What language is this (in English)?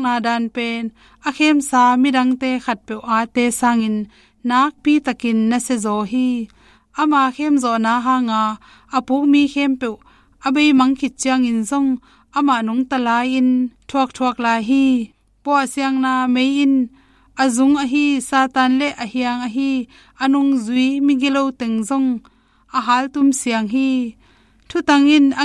Tedim Chin